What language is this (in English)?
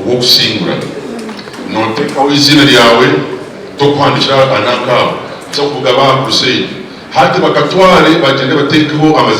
Nyankole